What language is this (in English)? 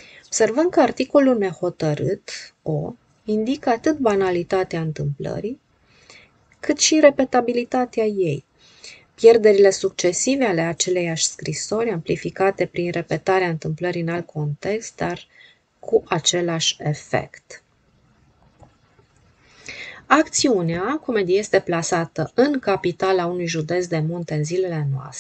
Romanian